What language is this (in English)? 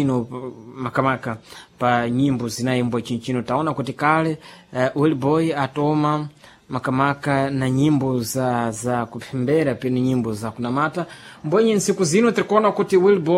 Sena